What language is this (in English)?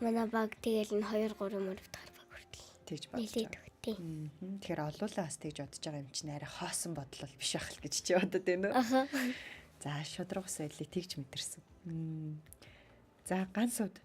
Mongolian